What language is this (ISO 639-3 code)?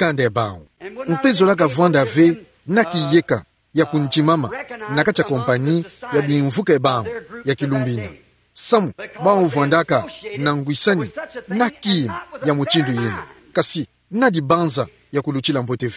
ktu